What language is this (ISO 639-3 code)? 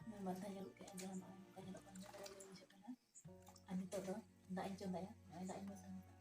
sat